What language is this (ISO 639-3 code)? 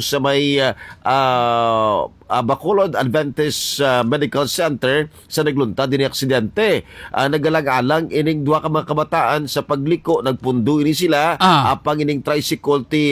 hil